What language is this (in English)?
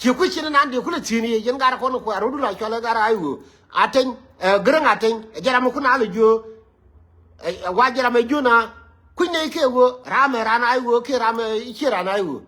Nuer